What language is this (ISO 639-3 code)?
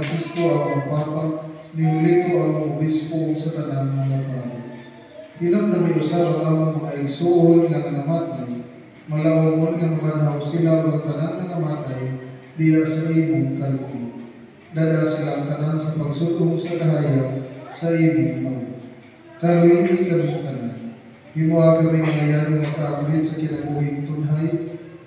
ceb